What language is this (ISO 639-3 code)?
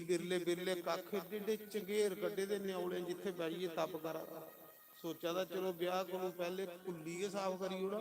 doi